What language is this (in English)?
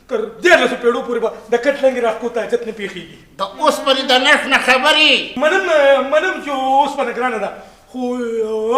Pashto